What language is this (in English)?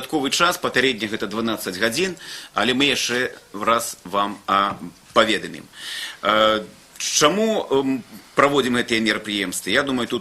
Belarusian